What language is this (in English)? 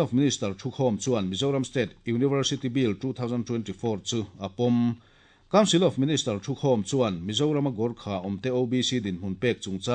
Mizo